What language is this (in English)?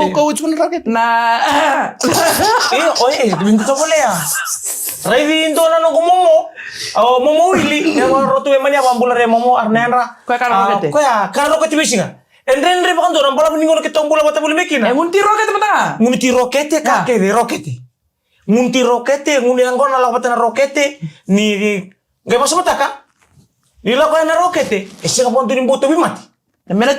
Fijian